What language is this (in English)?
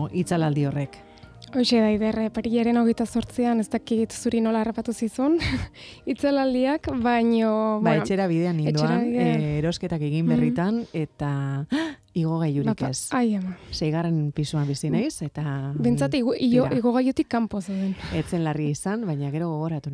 Basque